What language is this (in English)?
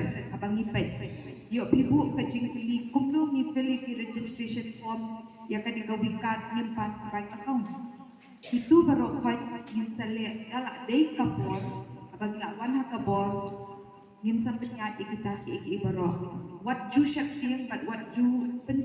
Khasi